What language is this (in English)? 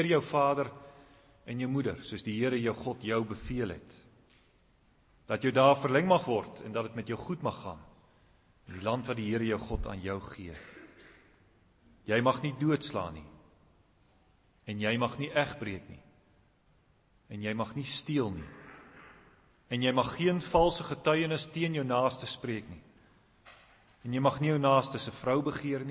Afrikaans